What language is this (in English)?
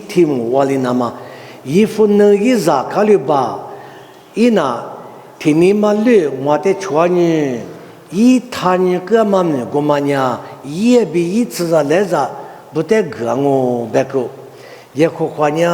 Lisu